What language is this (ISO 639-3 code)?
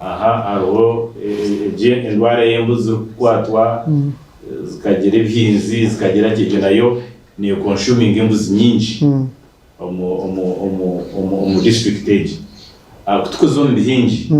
nyn